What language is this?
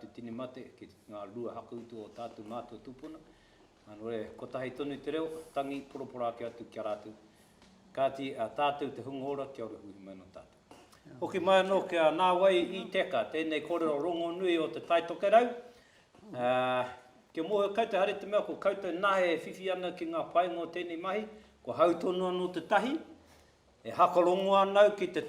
Māori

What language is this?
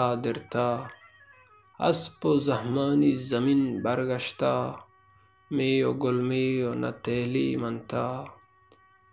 Baluchi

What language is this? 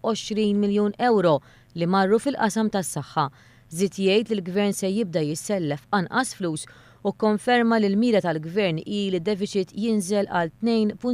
Maltese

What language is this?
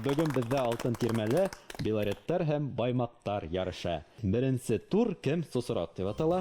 Bashkir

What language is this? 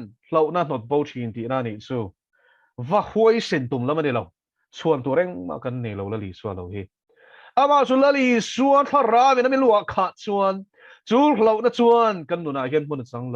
Mizo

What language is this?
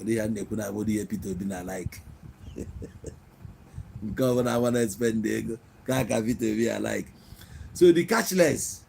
Igbo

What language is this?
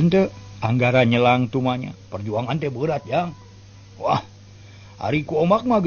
Sundanese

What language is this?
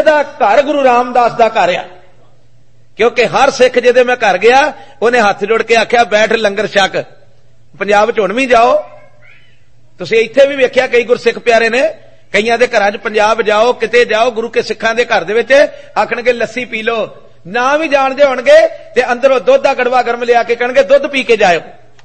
Punjabi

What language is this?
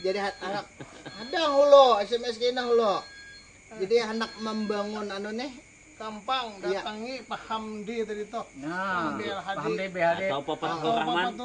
Banjar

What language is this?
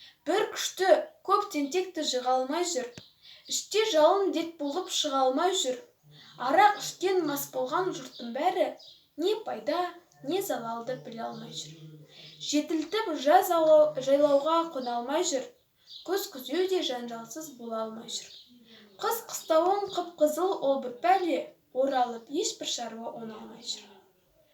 Kazakh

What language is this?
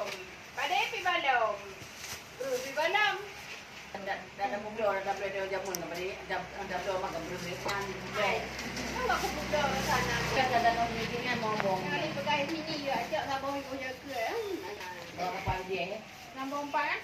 Achinese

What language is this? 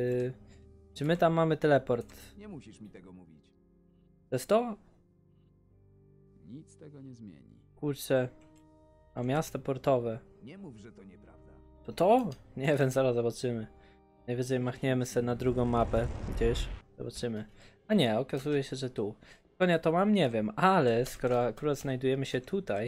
Polish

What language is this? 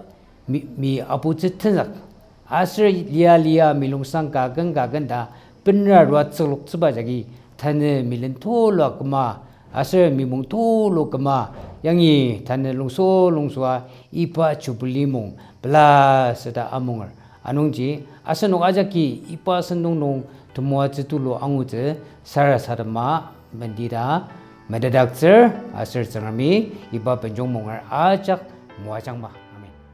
Ao Naga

